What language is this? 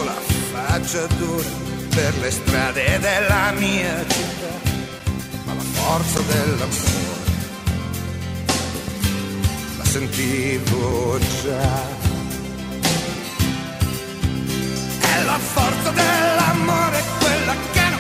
Italian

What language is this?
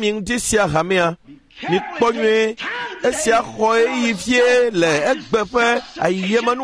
Ewe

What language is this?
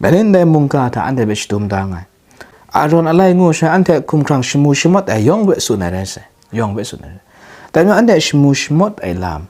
Kachin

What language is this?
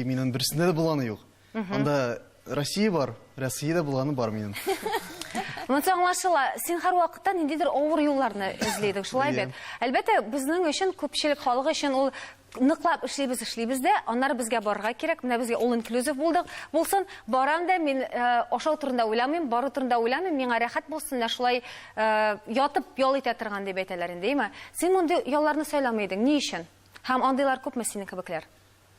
Tatar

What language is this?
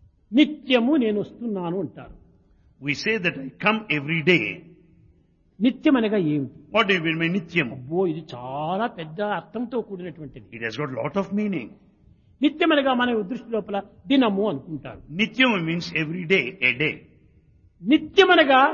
Telugu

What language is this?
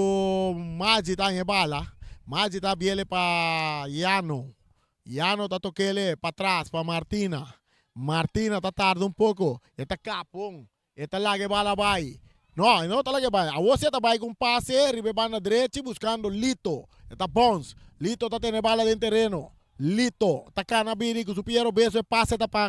Papiamento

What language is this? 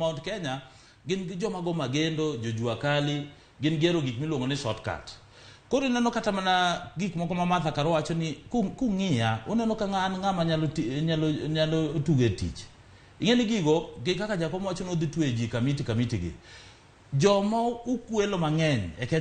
Luo (Kenya and Tanzania)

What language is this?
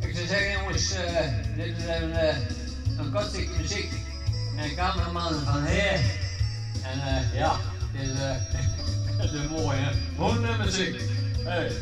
Western Frisian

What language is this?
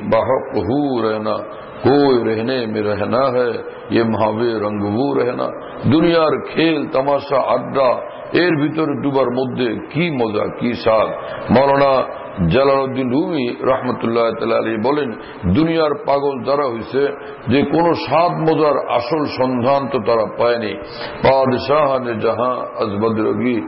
Bangla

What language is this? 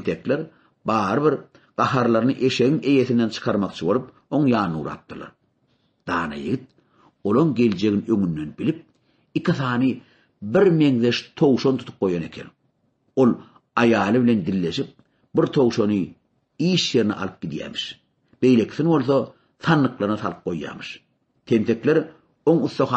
Turkmen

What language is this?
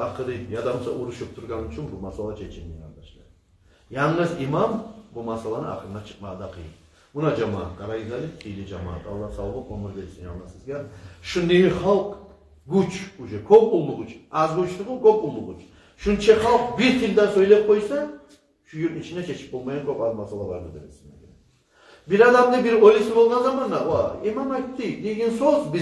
Kumyk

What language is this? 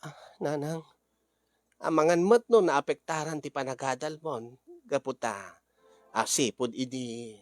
Iloko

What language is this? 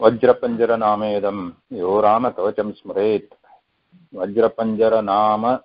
Sanskrit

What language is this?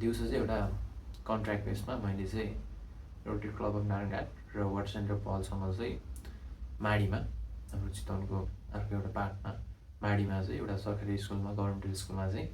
Nepali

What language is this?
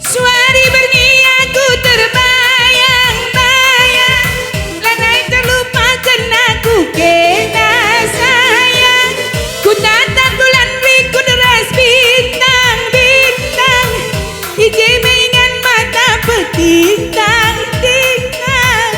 Batak Karo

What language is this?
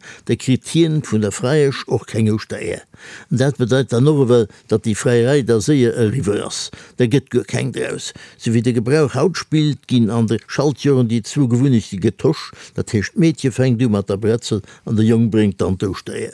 Luxembourgish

